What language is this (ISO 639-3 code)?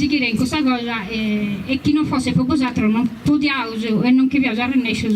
srd